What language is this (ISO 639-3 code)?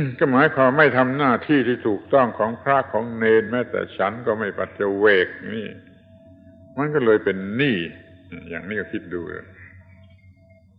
tha